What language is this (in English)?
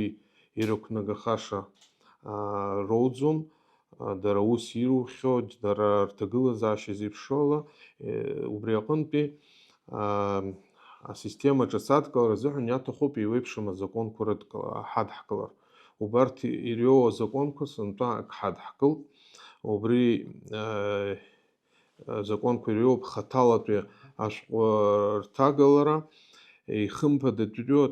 Abkhazian